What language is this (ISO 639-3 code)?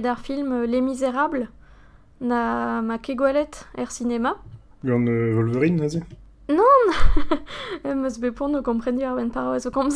bre